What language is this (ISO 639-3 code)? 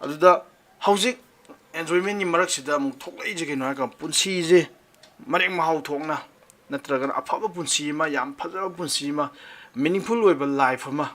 mni